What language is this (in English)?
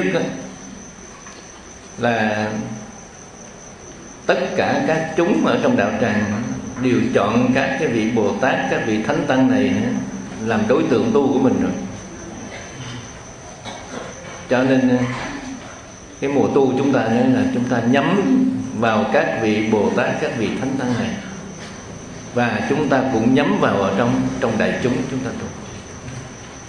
Vietnamese